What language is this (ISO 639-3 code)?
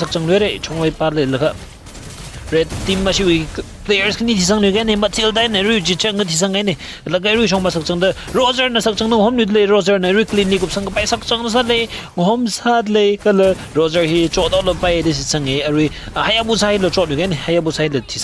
nmf